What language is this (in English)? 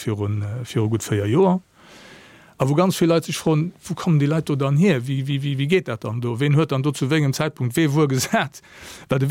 Luxembourgish